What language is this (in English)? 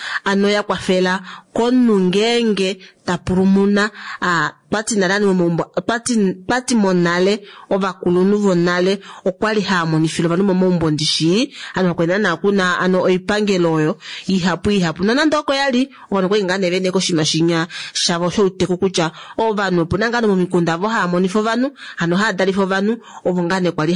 Kuanyama